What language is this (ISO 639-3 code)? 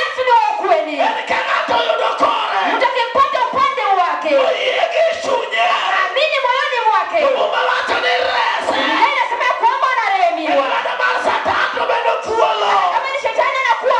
luo